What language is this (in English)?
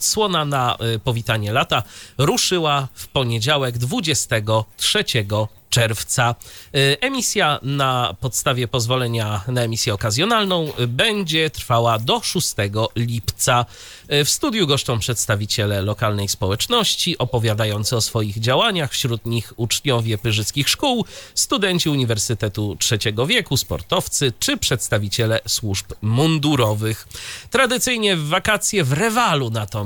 Polish